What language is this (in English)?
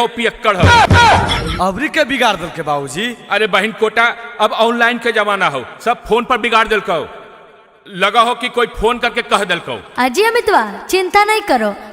Magahi